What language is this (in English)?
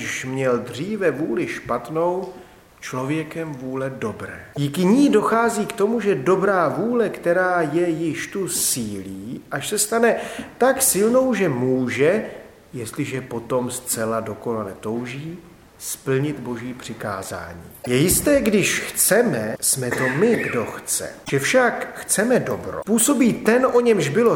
Czech